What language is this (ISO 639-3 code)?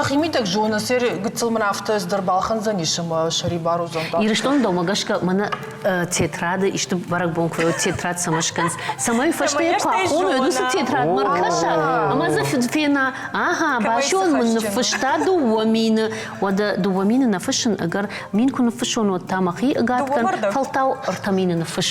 oss